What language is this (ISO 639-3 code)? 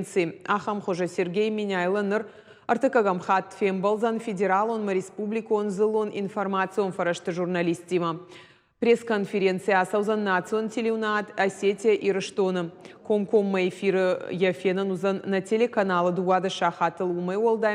oss